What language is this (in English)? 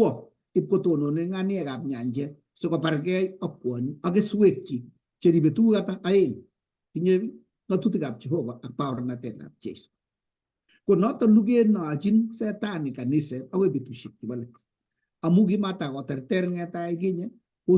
Kalenjin